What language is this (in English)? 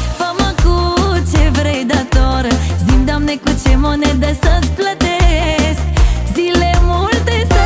Romanian